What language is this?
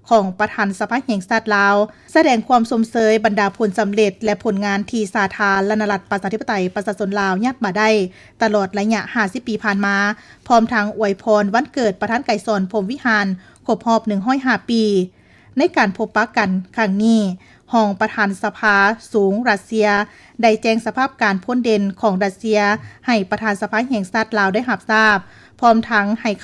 Lao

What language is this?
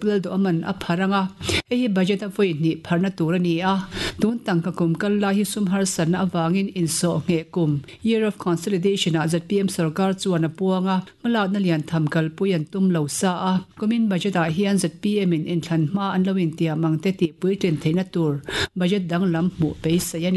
Mizo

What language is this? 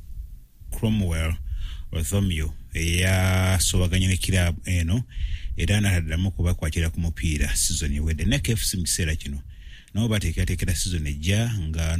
Ganda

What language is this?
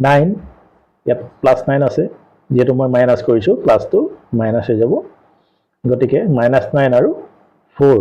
Assamese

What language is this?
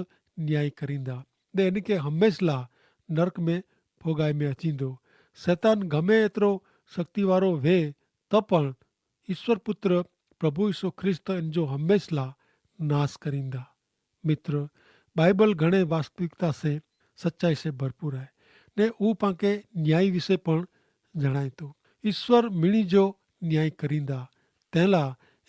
Kachhi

